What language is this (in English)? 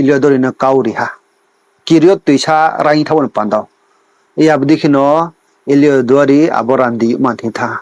Riang (India)